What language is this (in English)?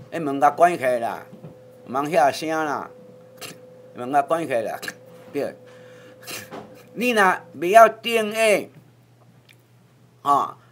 Min Nan Chinese